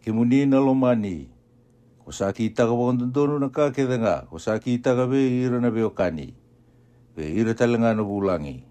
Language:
Fijian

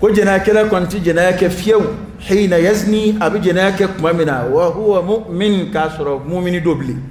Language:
Dyula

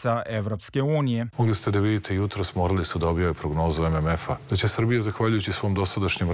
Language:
Serbian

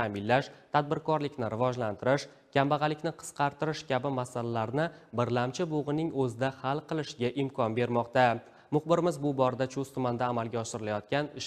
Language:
Uzbek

